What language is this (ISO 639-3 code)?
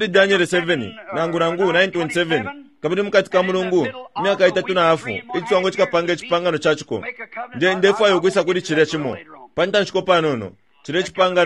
bem